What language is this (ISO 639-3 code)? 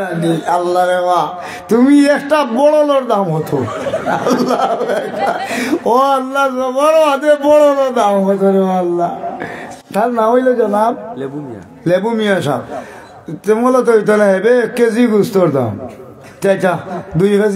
syl